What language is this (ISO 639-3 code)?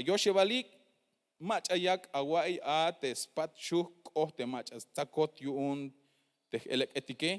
tzh